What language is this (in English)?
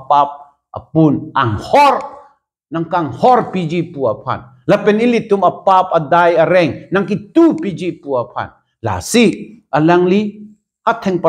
Karbi